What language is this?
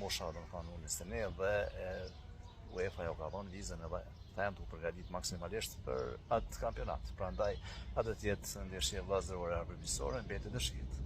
Albanian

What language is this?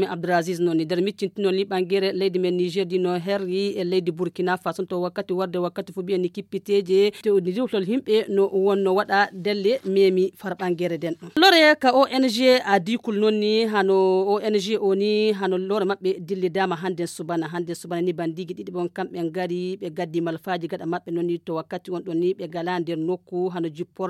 Nigerian Fulfulde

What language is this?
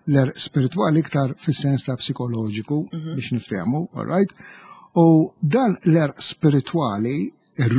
Maltese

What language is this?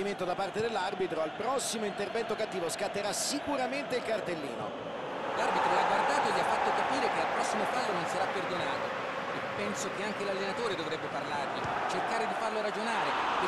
Italian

